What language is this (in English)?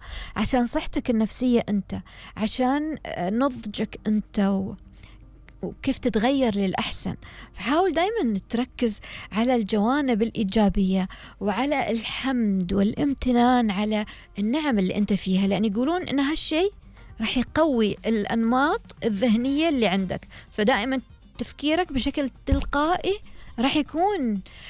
Gulf Arabic